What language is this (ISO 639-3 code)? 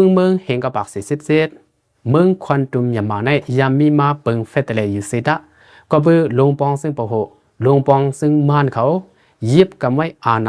shn